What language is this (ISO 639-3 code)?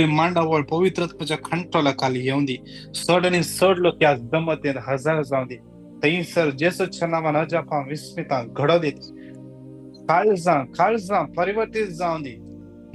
kok